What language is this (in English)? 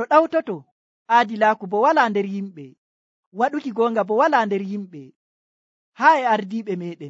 Nigerian Fulfulde